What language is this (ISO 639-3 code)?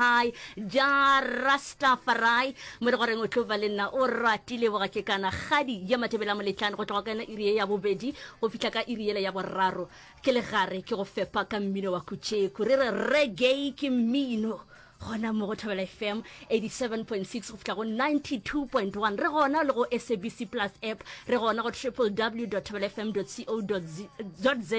nso